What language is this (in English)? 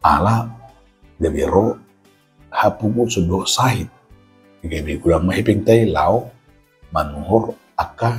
Batak Toba